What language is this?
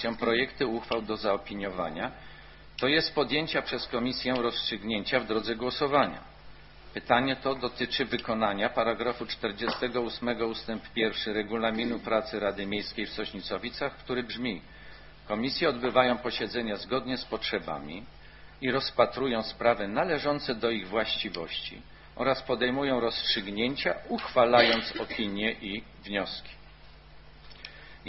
Polish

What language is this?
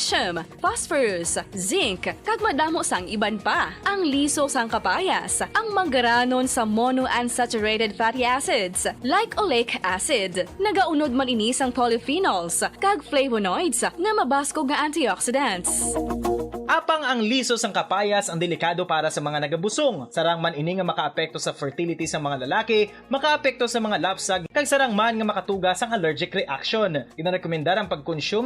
Hiligaynon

